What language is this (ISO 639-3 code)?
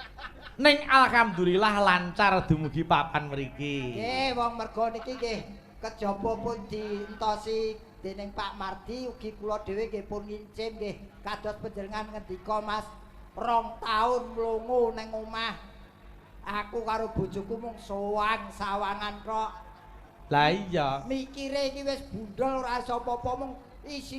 jav